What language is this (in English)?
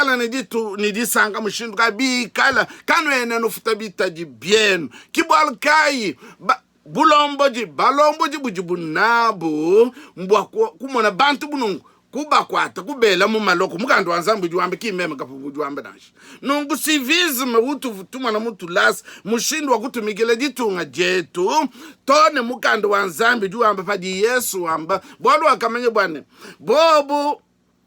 Luba-Lulua